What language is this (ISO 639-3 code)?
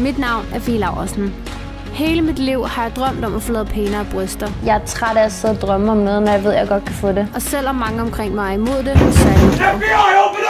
dan